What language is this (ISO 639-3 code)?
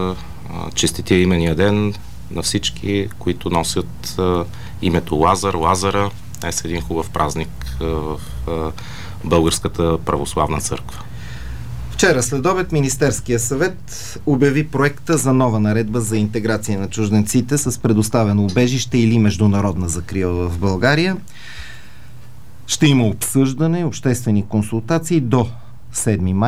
bul